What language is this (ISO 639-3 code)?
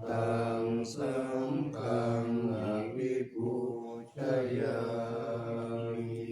pli